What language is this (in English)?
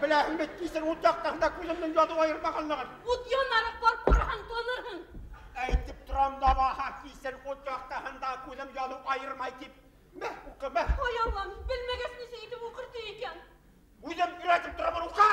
Bashkir